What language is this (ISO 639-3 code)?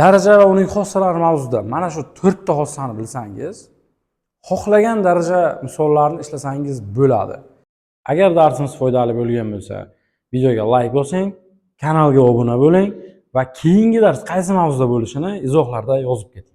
uzb